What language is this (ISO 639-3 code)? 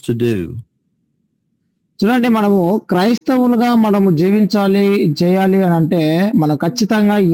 tel